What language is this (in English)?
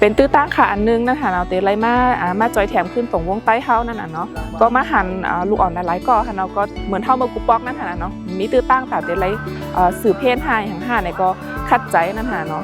Shan